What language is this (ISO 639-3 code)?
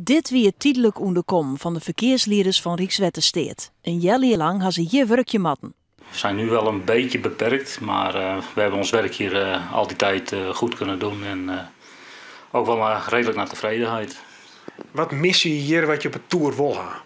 fry